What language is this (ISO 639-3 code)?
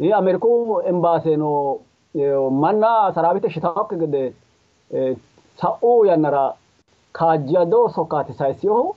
sid